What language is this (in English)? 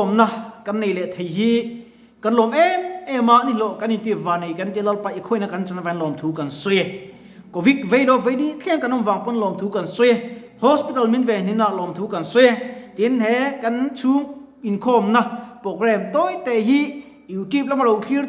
Mizo